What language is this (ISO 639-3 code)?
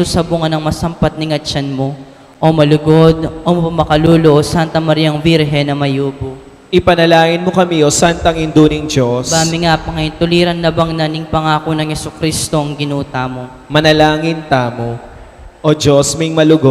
pam